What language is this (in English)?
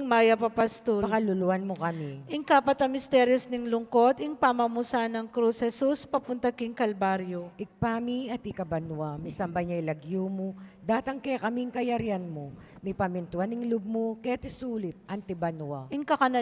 Pampanga